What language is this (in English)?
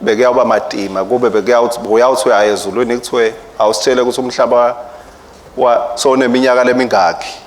Swati